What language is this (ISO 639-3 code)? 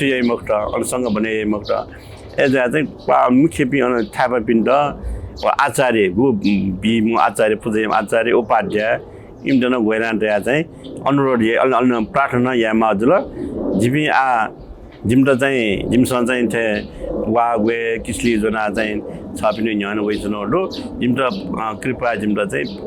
new